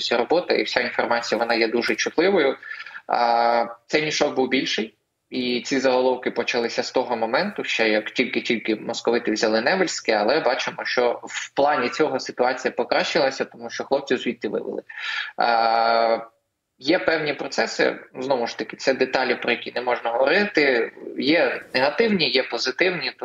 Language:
Ukrainian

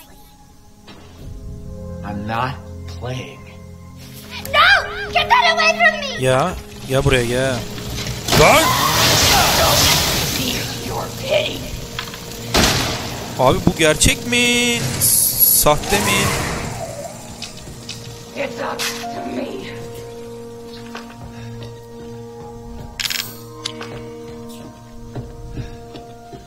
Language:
Turkish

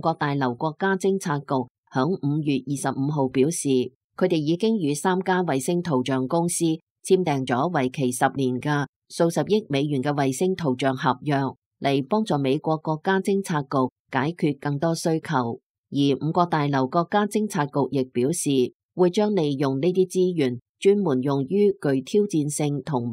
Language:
Cantonese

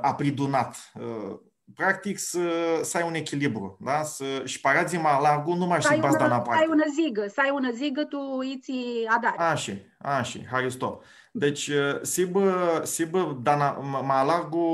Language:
Aromanian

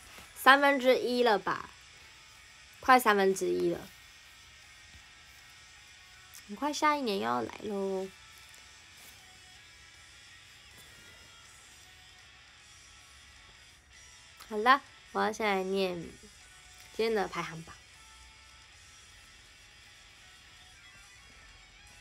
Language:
Chinese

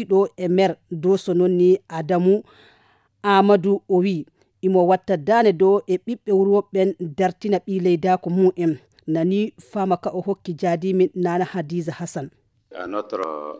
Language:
Fula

